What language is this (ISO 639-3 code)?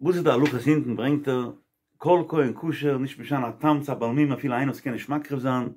yid